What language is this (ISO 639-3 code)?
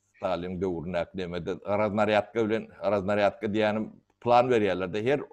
tuk